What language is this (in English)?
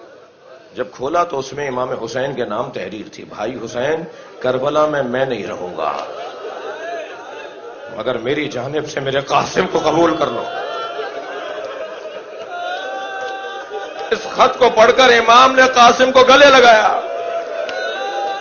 Urdu